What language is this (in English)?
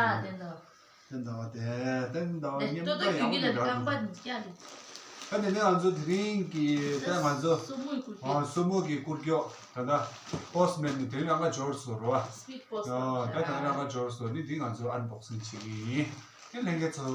Tibetan